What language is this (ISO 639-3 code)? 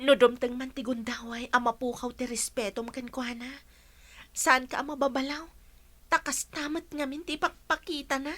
ilo